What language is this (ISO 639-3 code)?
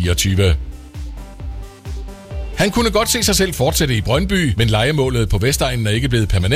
dan